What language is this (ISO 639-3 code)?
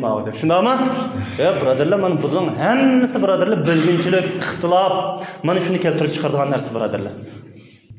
uig